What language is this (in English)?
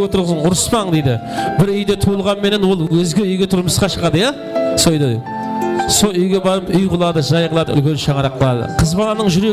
Kara-Kalpak